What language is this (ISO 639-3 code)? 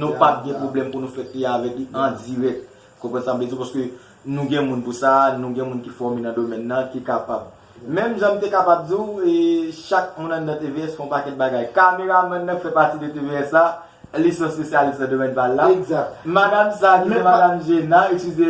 hat